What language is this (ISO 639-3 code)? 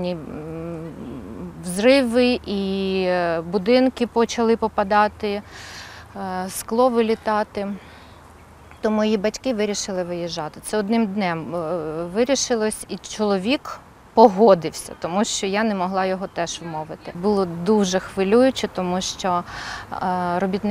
ukr